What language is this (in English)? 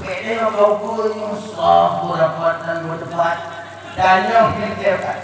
Achinese